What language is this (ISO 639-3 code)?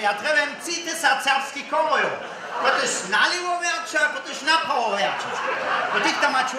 hsb